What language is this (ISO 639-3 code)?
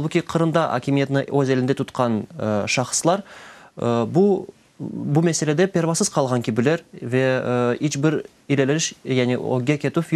crh